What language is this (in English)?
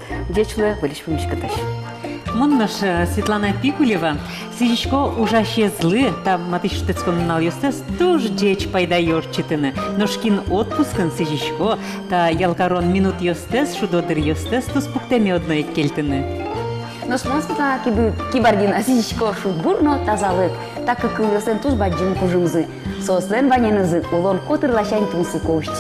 Udmurt